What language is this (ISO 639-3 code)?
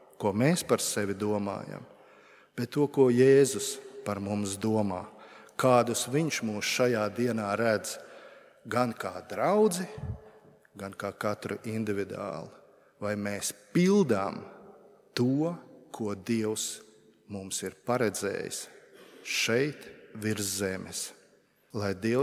lav